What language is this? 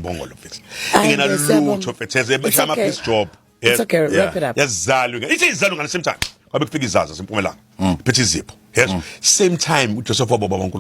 Zulu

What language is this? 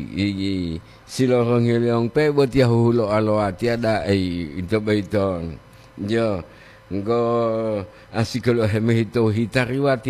Gorontalo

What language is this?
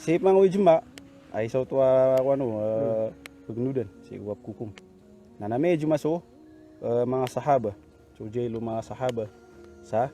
Maranao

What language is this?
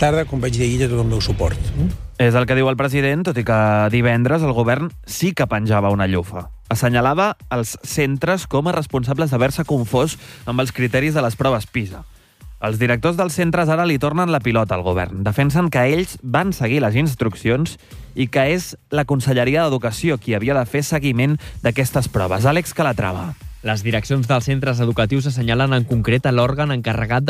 Catalan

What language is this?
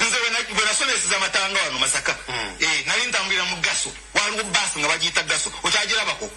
Ganda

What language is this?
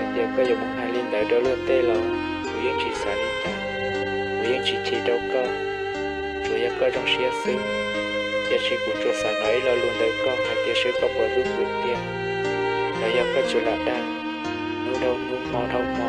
Hmong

